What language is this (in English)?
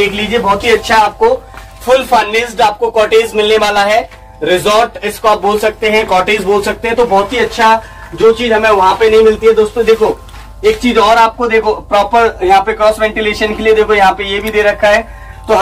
Hindi